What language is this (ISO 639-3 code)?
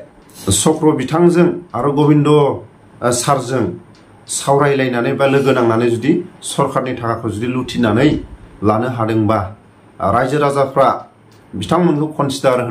brx